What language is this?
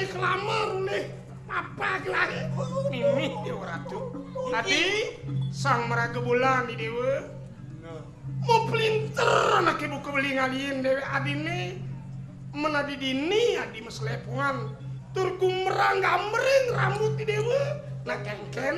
Balinese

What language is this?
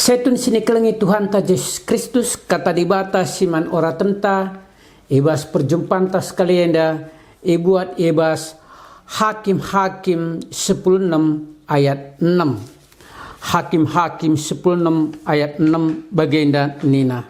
Batak Karo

